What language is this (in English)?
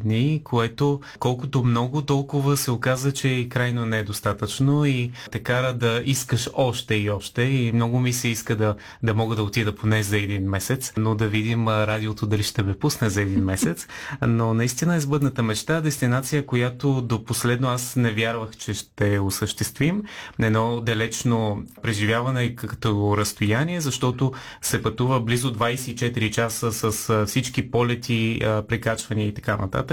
Bulgarian